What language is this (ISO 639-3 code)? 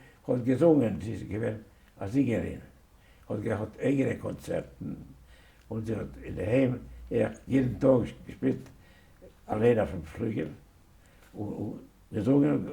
yid